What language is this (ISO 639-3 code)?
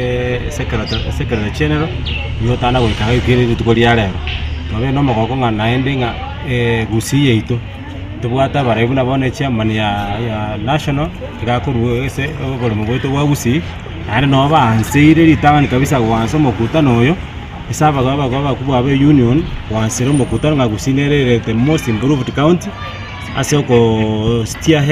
guz